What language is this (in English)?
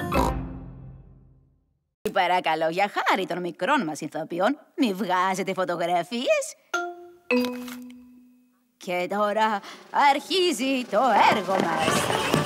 Greek